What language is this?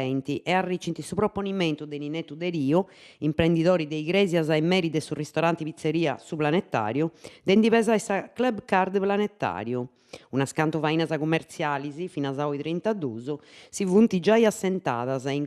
Sardinian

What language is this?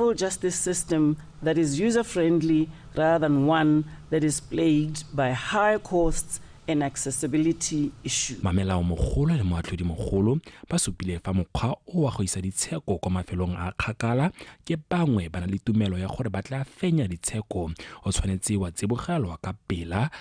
Tswana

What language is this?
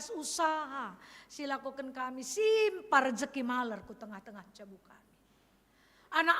Batak Karo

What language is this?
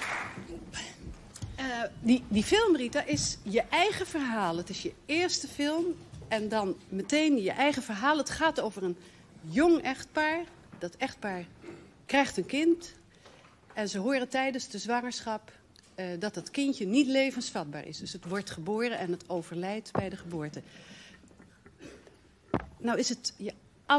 Dutch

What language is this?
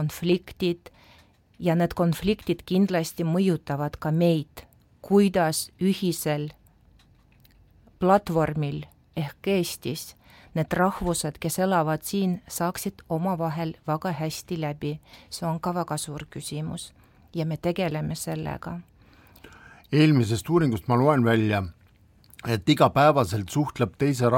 Estonian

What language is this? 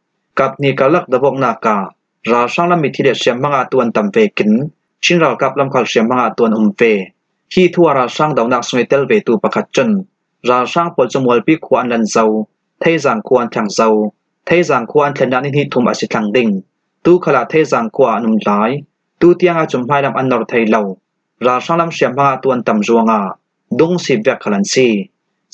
Falam Chin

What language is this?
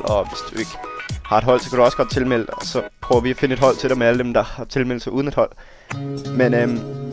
Danish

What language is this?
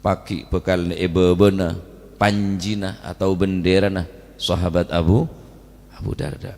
Madurese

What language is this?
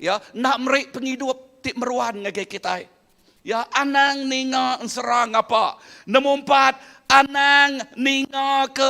Iban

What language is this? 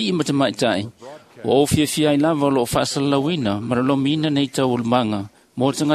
Samoan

